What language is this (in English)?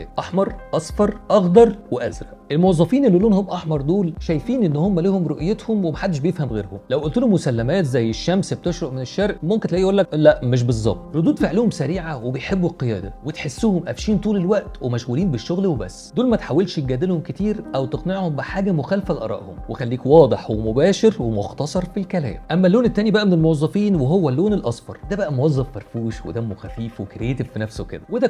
Egyptian Arabic